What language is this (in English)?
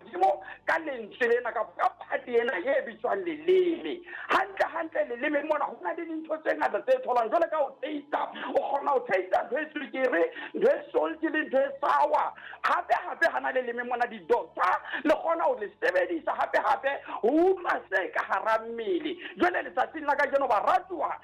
Southern Sotho